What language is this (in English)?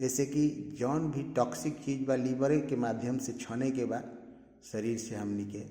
Bhojpuri